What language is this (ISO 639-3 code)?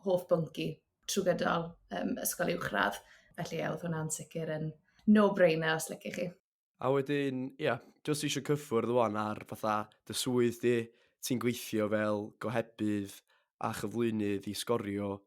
cym